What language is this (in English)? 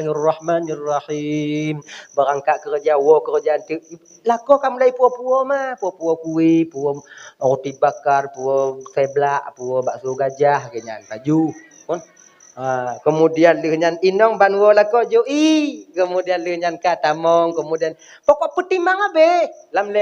Achinese